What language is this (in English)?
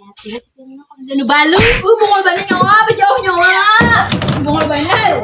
Banjar